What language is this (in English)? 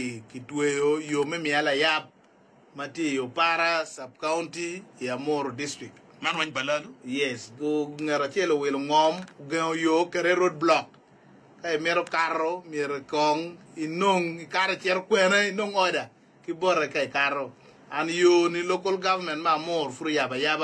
Acoli